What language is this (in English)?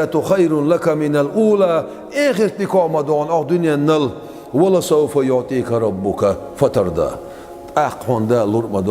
Chechen